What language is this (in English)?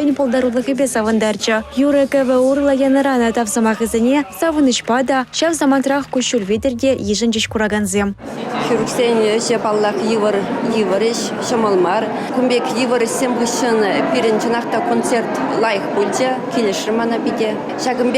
Chuvash